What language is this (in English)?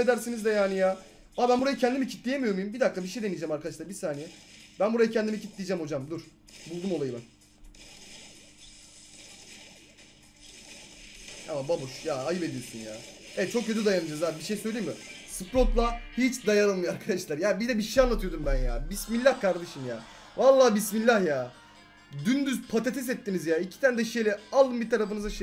Turkish